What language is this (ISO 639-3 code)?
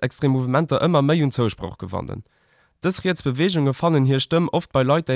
ltz